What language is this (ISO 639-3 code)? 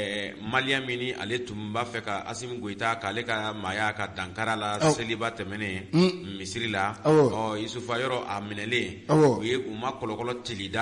bam